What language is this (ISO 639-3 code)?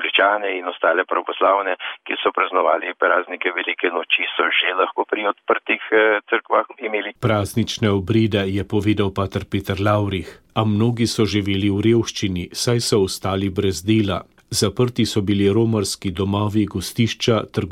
slv